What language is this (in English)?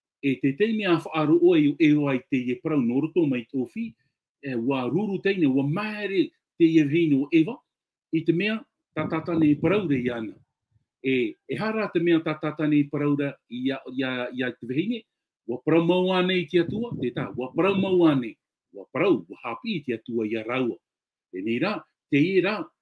Tahitian